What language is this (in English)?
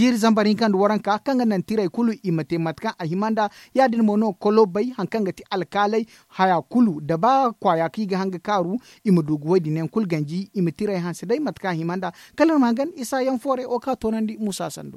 Zarma